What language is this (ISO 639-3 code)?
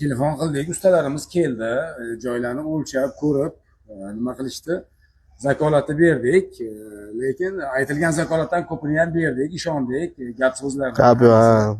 uzb